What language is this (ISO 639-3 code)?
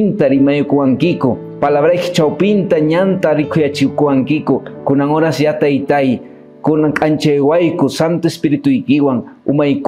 que